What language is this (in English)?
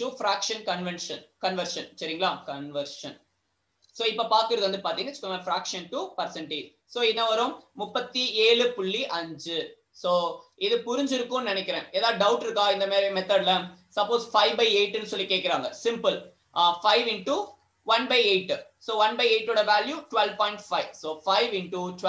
Tamil